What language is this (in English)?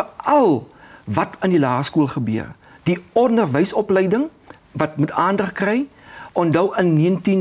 Afrikaans